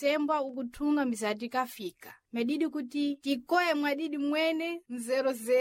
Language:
Sena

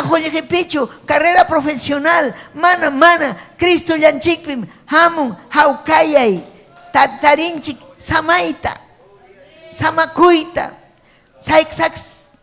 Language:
Ayacucho Quechua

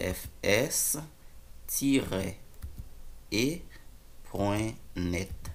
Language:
Haitian Creole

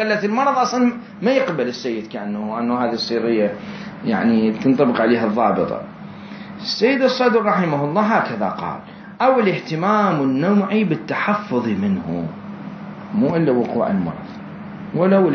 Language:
Mesopotamian Arabic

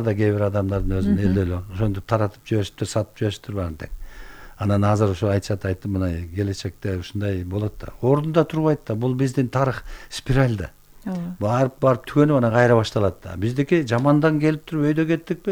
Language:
Kyrgyz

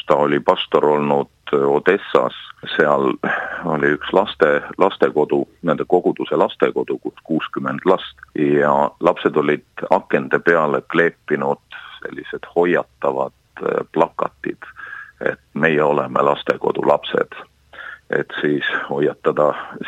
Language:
Estonian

